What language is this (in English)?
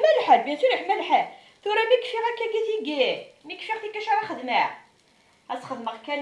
Kabyle